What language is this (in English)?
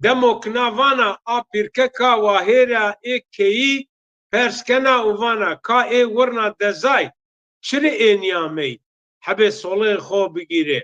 Zaza